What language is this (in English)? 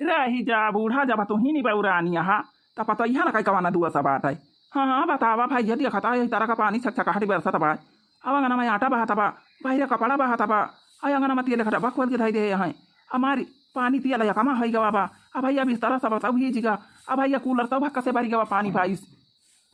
Awadhi